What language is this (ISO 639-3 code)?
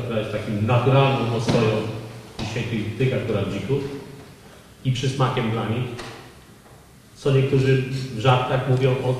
pol